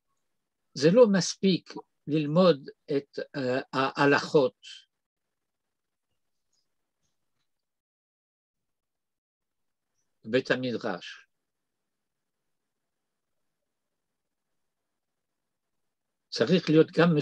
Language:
Hebrew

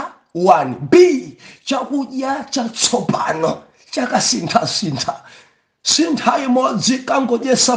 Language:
Nyanja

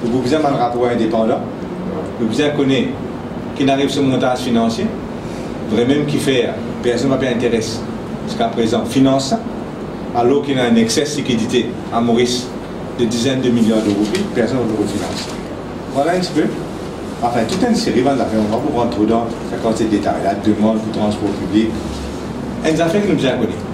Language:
Morisyen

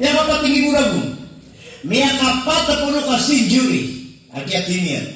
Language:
Maranao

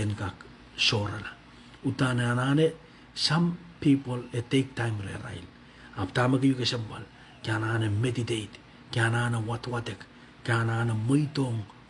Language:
Pohnpeian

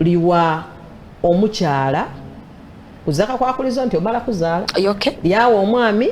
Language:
Soga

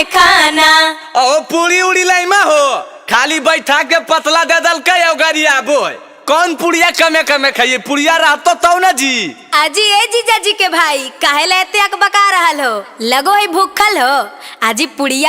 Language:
Magahi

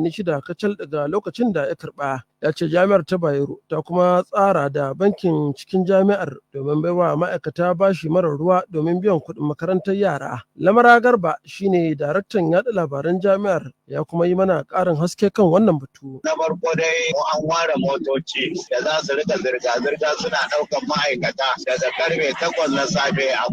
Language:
Hausa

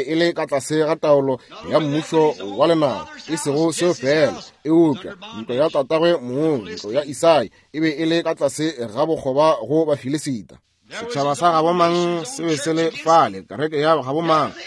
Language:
Northern Sotho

